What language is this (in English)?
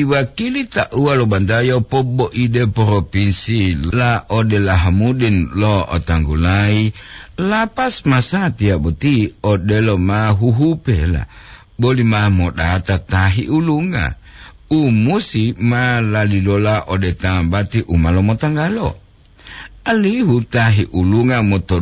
Gorontalo